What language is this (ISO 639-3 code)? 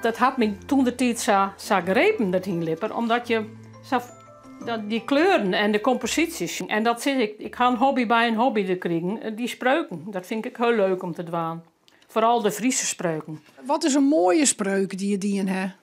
fry